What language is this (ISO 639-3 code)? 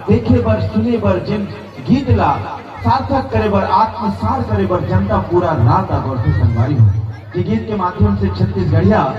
hne